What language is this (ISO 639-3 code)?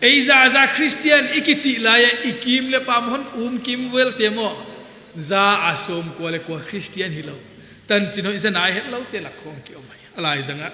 pck